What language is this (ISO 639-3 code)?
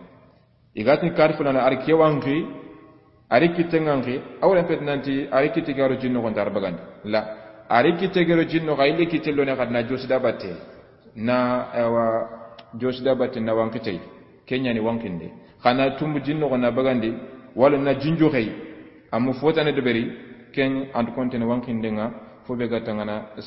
snk